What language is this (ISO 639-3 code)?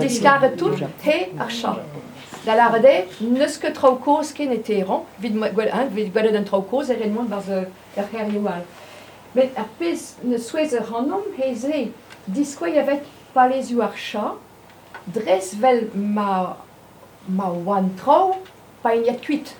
bre